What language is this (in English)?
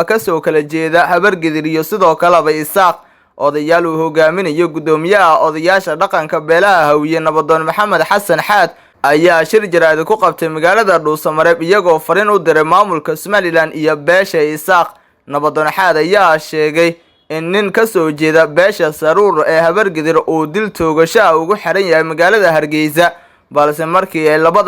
Somali